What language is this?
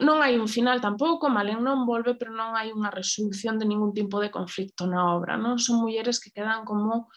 Galician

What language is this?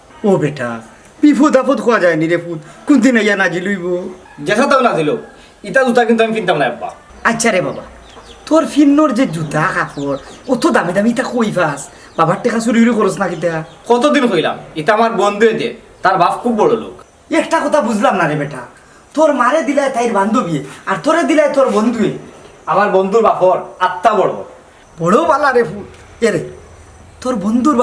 Sylheti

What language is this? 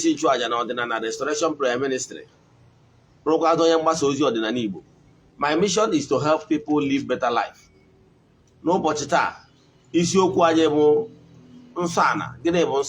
Igbo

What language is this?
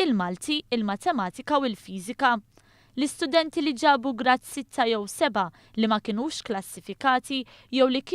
Maltese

